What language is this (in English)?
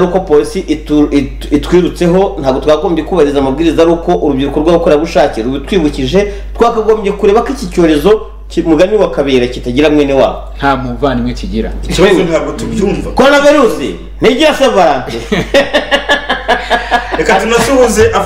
Kinyarwanda